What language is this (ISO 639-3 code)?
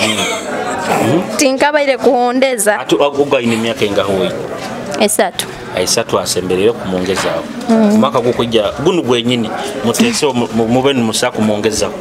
nyo